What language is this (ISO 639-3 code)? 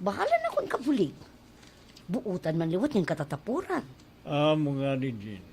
war